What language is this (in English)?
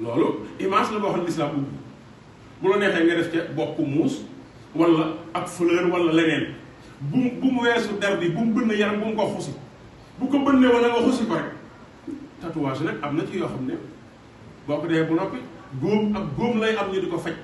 Wolof